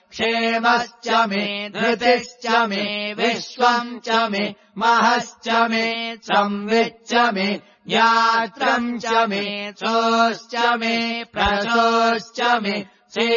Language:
Sanskrit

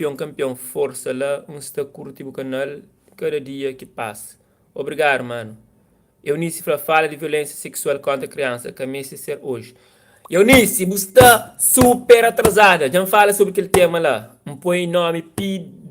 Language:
Kabuverdianu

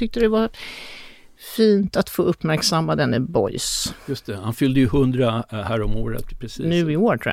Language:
Swedish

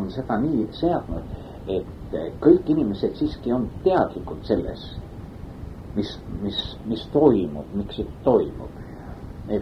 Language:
Estonian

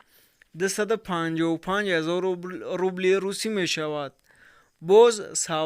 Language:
Tajik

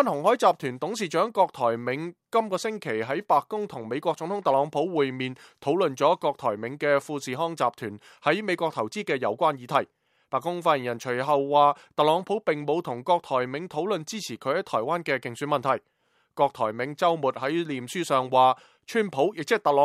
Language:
Cantonese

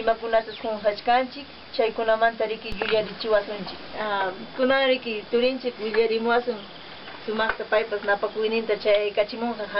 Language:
Quechua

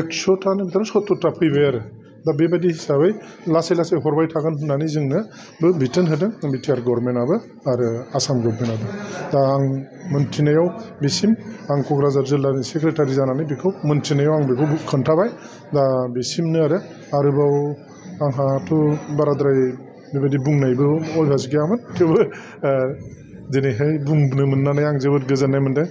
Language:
Bodo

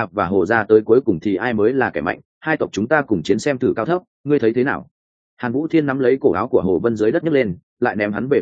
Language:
Vietnamese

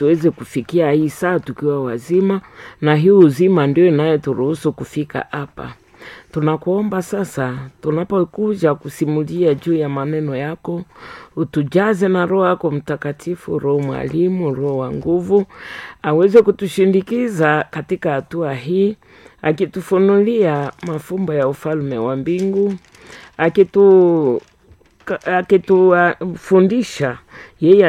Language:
Swahili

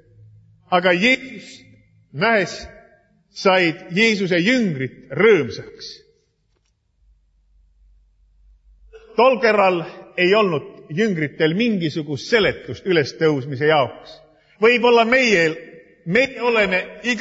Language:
Estonian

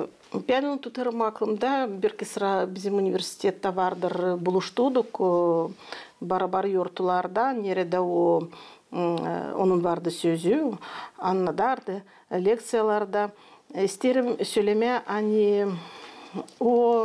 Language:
Gagauz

